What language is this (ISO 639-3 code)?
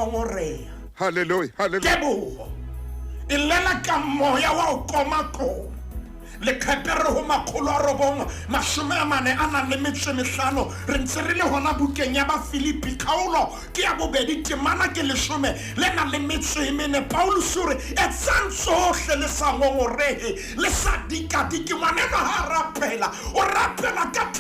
sot